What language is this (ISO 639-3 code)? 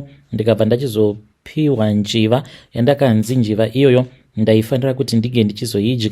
sna